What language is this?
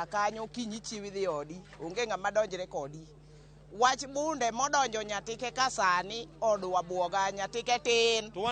Luo (Kenya and Tanzania)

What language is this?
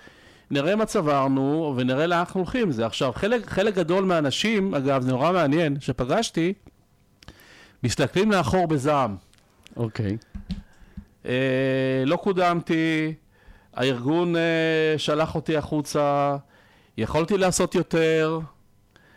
Hebrew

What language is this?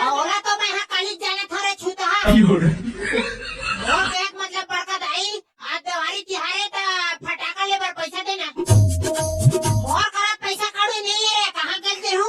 Chhattisgarhi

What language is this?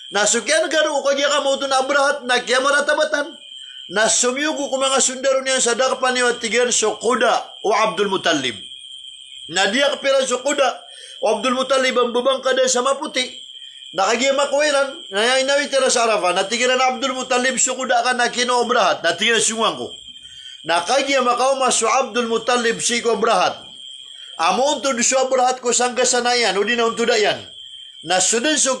Maranao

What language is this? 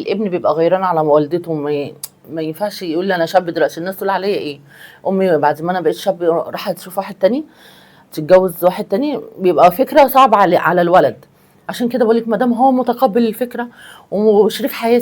Egyptian Arabic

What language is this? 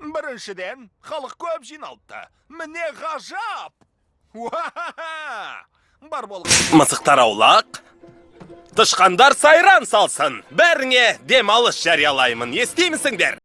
Kazakh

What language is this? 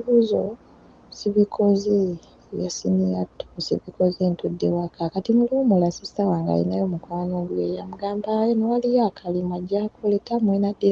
Ganda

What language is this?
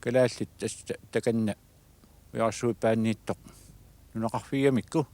Kalaallisut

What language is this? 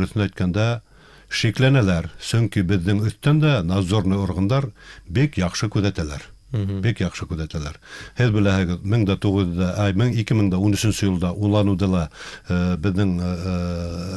Bashkir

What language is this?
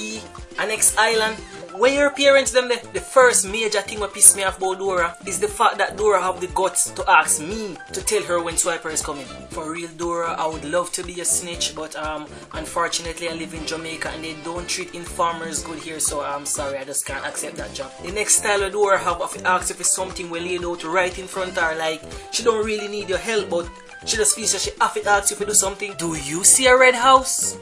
Jamaican Creole English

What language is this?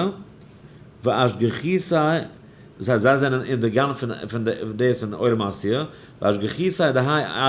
Yiddish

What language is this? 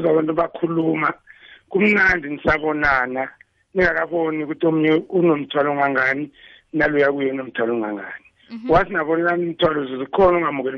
South Ndebele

